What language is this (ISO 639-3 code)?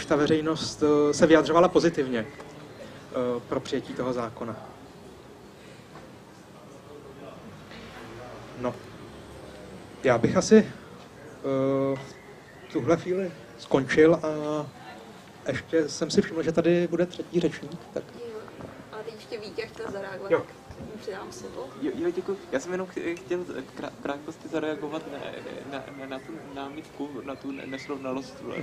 ces